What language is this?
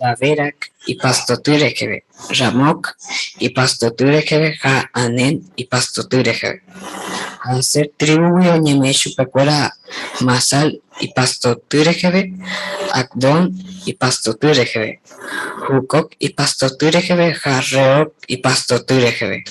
Guarani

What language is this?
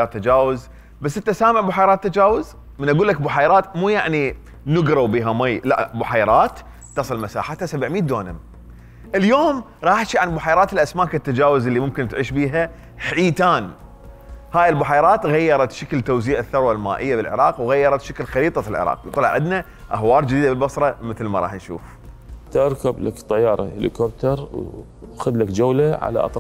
Mesopotamian Arabic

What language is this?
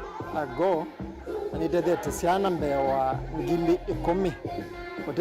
Kamba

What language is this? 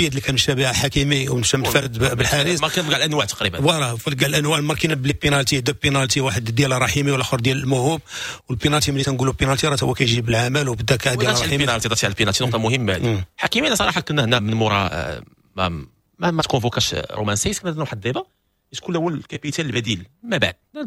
Moroccan Arabic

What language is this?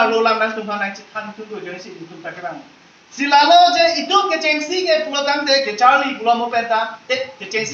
Karbi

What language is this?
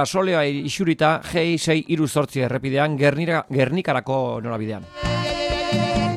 Basque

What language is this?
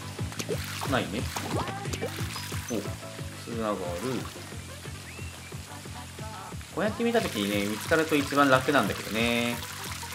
Japanese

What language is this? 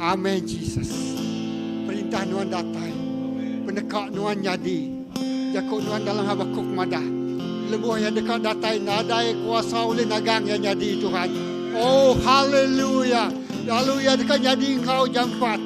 Iban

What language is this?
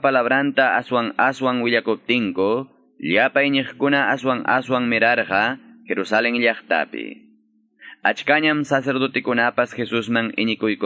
Quechua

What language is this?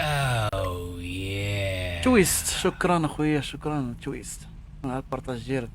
Moroccan Arabic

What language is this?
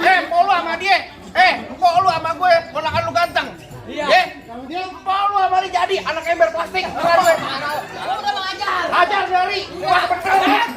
Betawi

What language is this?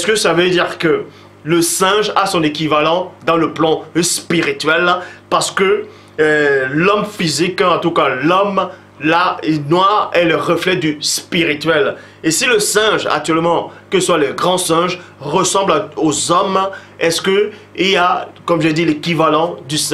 French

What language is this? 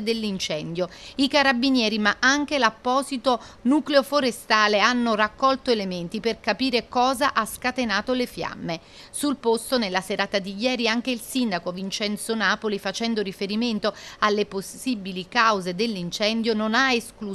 Italian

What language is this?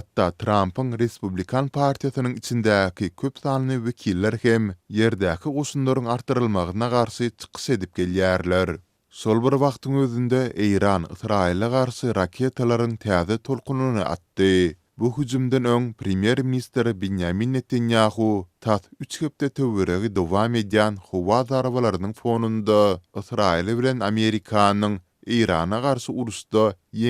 Turkmen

